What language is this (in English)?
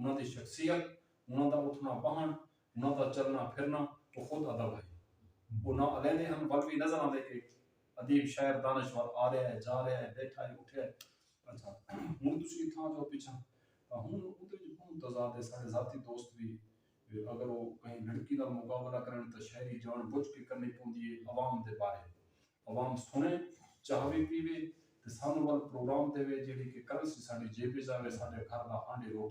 Saraiki